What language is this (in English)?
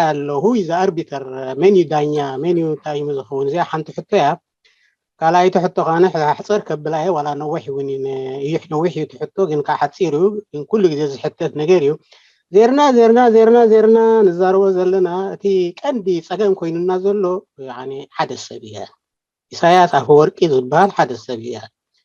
Tigrinya